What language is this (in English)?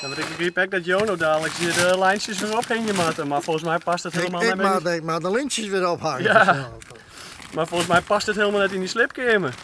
Western Frisian